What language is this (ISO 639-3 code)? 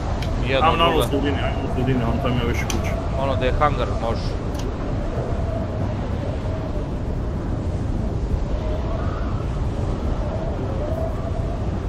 hrv